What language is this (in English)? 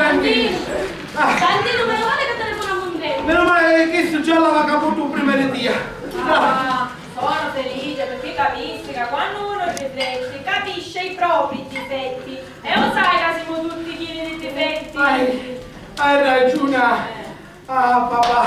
Sicilian